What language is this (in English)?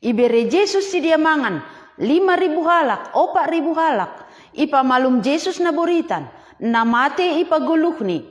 Batak Simalungun